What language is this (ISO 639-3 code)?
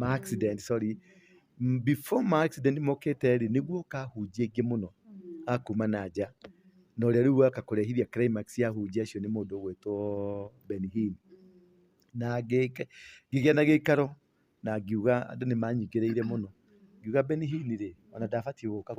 kik